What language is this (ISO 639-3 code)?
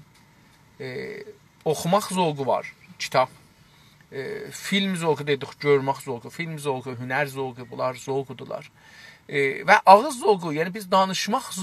azb